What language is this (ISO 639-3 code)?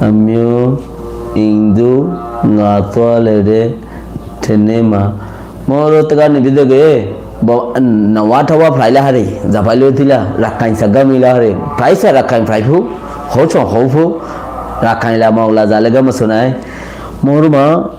rhg